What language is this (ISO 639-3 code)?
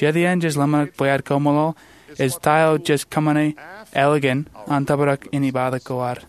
mah